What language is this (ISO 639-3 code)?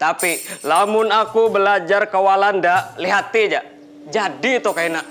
bjn